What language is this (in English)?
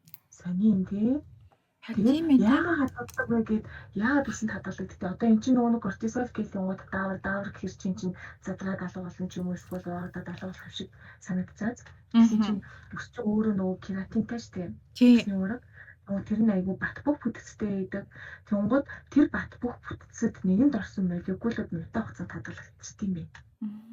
Mongolian